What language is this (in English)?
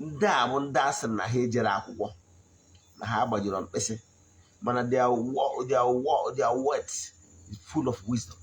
Igbo